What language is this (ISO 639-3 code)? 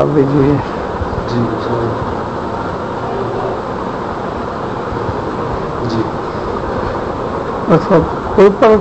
guj